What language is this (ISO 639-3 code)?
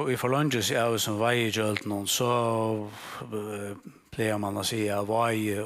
fao